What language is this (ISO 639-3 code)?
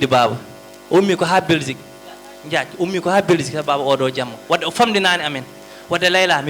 ful